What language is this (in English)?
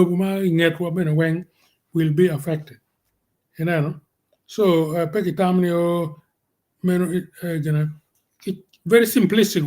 Acoli